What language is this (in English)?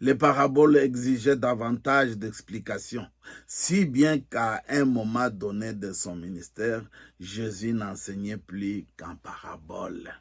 Luba-Lulua